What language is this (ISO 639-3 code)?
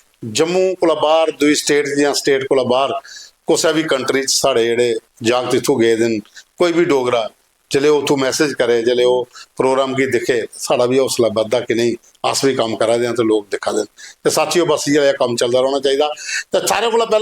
doi